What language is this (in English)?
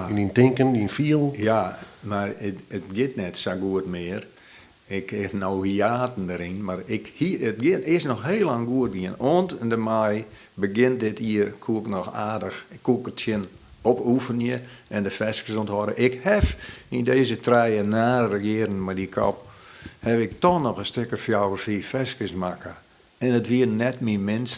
Western Frisian